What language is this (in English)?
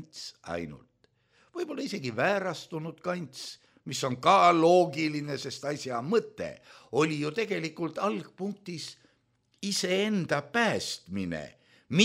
Estonian